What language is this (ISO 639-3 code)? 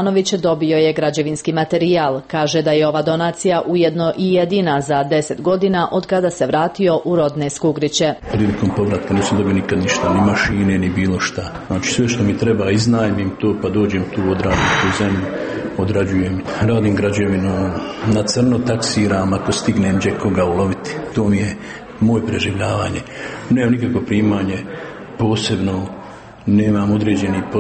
bos